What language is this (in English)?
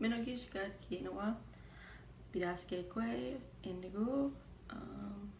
Chippewa